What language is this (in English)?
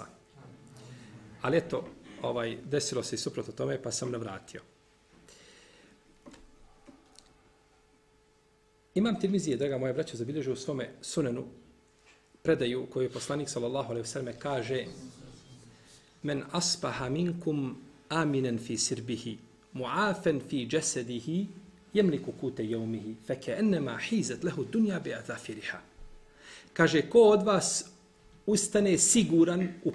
Bosnian